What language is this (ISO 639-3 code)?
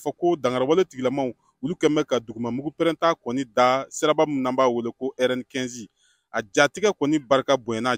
bam